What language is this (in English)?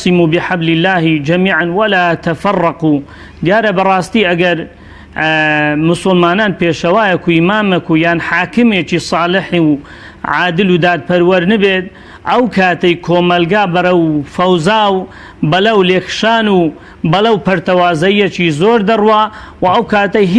Central Kurdish